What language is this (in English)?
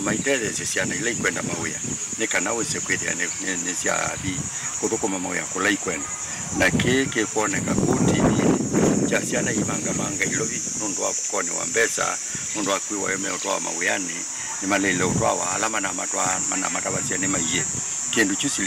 Kamba